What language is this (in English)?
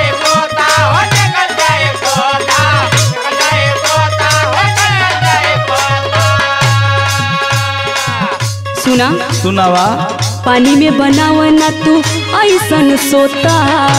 Bhojpuri